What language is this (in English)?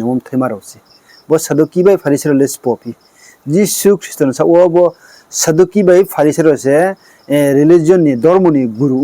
Riang (India)